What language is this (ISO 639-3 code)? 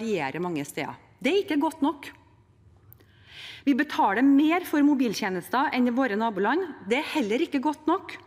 nor